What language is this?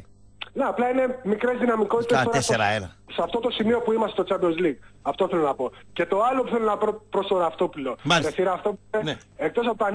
Greek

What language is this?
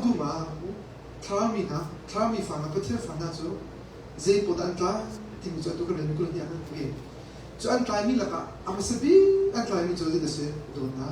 Hakha Chin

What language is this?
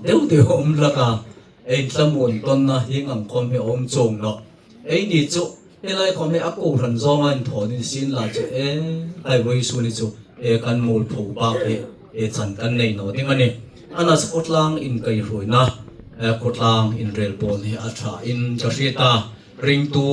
Hmar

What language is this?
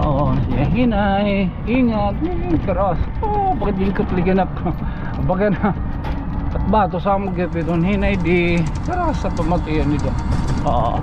Waray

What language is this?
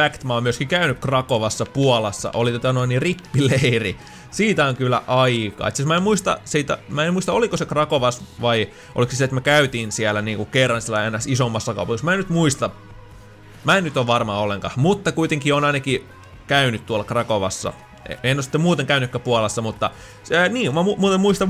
Finnish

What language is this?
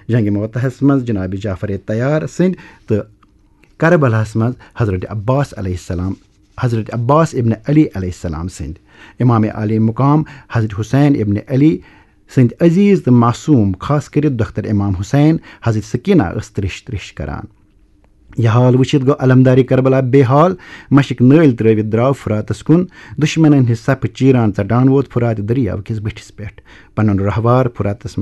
Kashmiri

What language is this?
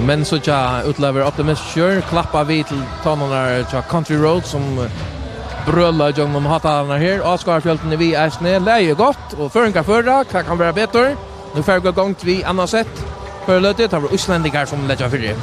Faroese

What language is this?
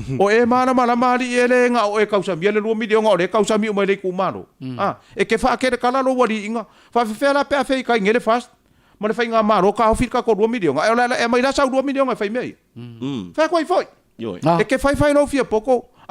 Samoan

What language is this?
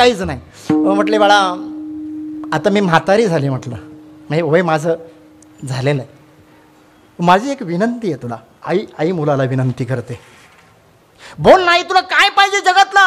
Marathi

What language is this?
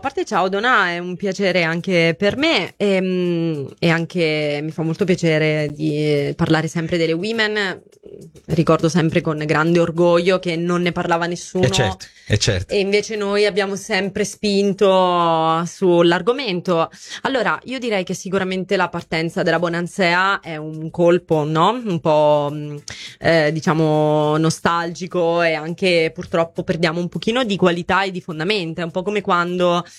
Italian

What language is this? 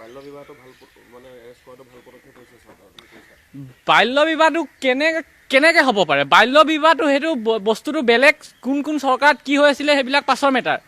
Assamese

